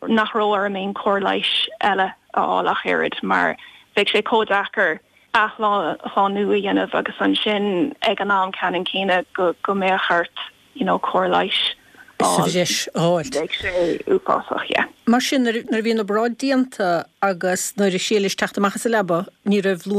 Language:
Irish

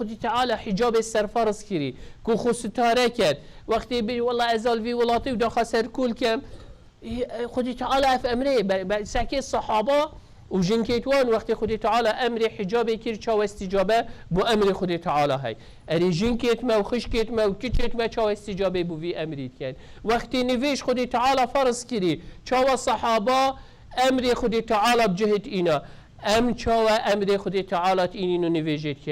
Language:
Kurdish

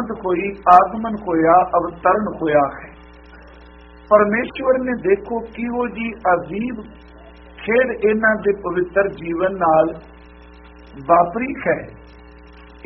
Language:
Punjabi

